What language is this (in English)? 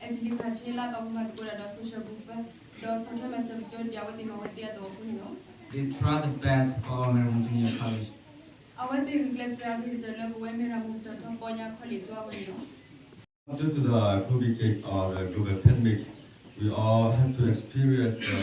S'gaw Karen